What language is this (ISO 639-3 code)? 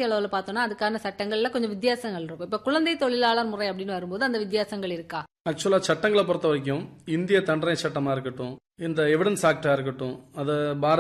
tam